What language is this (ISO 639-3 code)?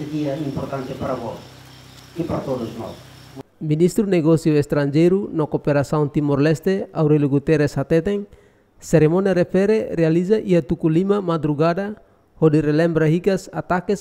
tet